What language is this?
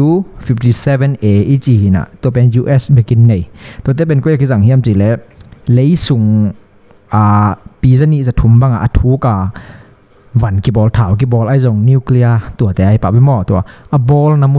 Tedim Chin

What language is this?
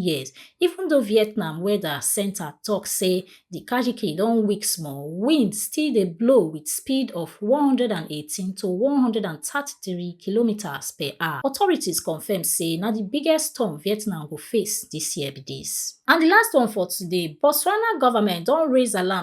Nigerian Pidgin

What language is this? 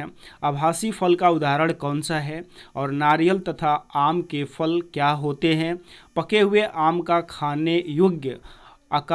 Hindi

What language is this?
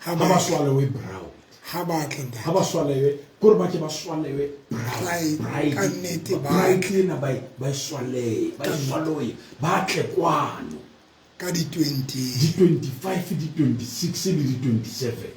Southern Sotho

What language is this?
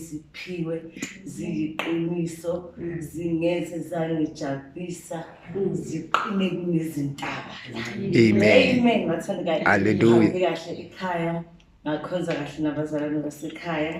Zulu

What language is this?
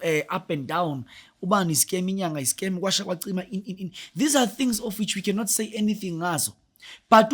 Zulu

